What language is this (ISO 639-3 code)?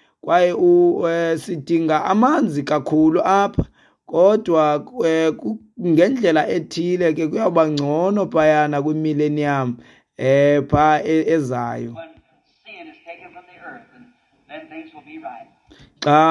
xho